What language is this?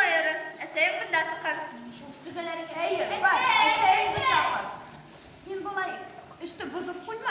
Bashkir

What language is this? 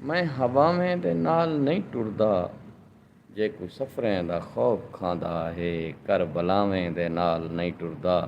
Saraiki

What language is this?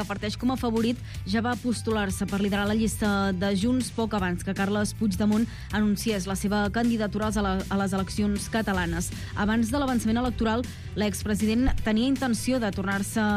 Catalan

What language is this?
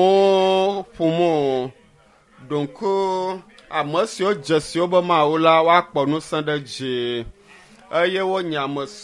Ewe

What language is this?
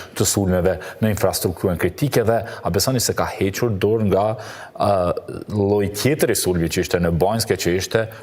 Albanian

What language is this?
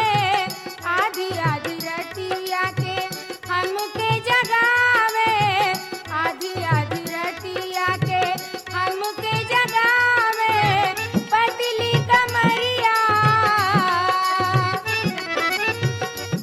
Bhojpuri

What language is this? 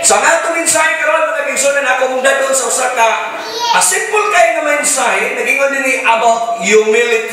Cebuano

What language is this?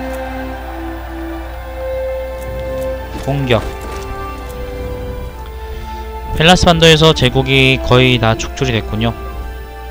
Korean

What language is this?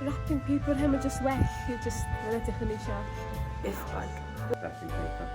Welsh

